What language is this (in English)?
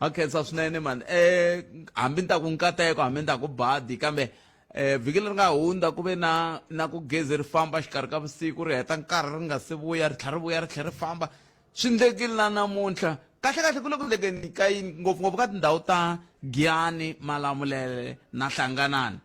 Tsonga